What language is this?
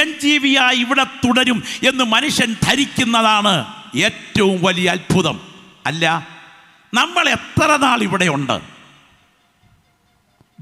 Malayalam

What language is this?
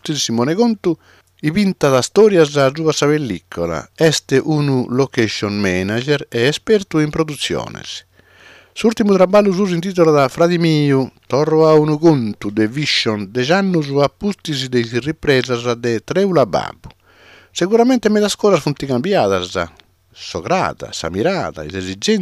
Sardinian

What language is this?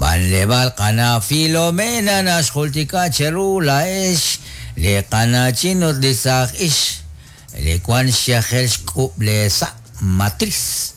Kekchí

